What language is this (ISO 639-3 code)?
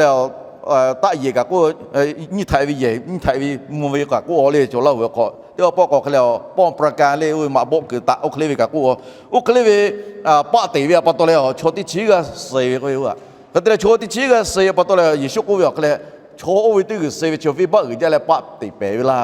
lhu